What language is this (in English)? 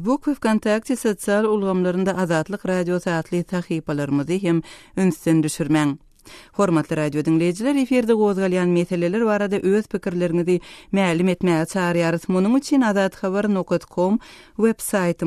Turkmen